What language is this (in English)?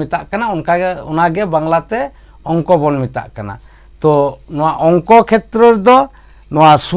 Santali